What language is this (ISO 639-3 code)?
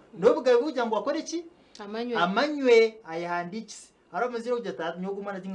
nyn